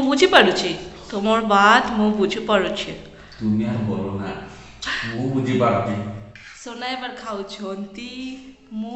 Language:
Santali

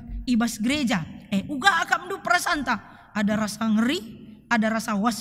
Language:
Batak Karo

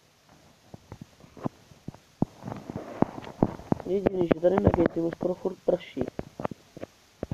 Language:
Czech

